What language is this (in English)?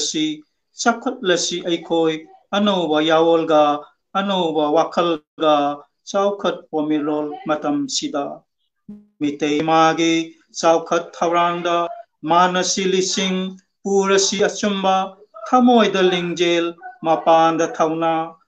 Manipuri